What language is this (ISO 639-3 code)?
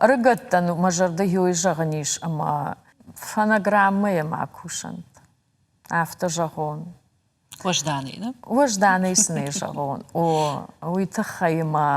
oss